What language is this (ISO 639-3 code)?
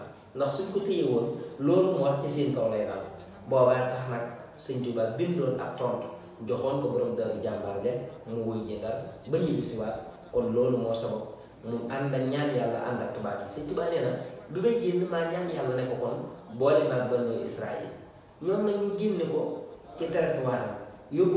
wol